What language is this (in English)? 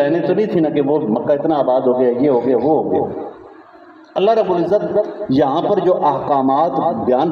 Urdu